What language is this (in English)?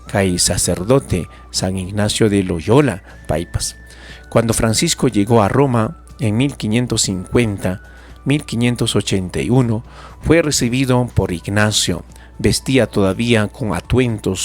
Ayacucho Quechua